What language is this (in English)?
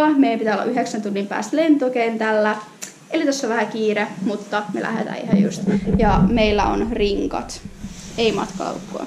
Finnish